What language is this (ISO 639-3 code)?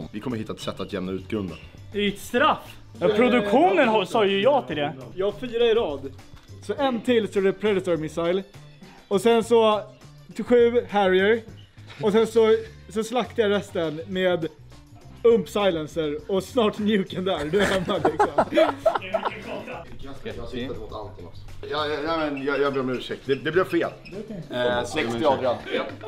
swe